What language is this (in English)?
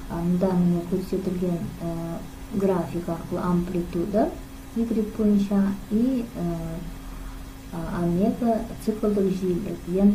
Kazakh